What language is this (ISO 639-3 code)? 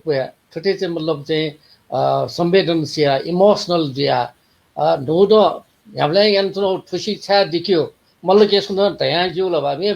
new